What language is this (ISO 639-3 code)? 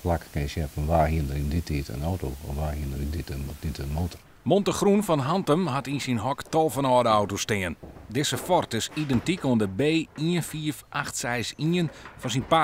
fry